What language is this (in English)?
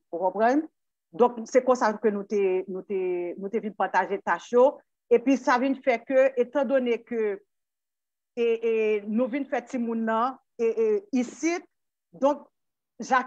Haitian Creole